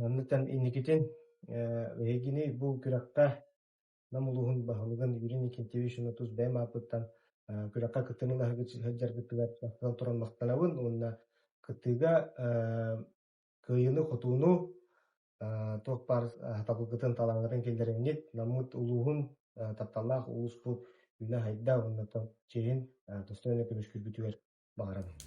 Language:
Yakut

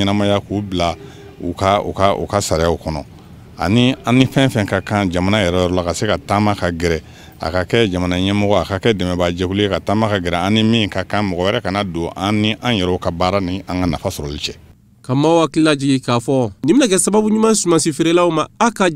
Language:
Bambara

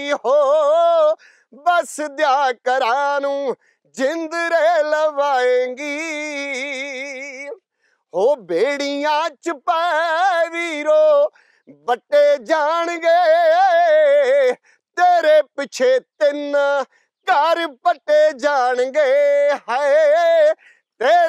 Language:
Punjabi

